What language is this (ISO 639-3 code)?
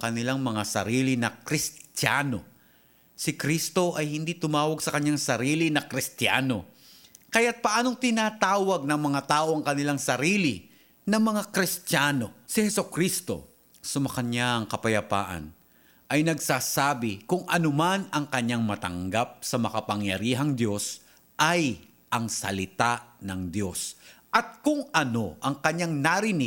fil